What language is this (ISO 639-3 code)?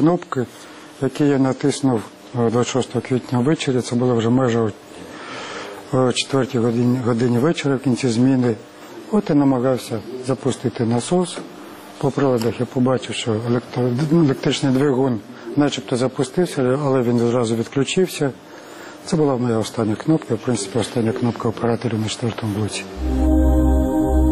ukr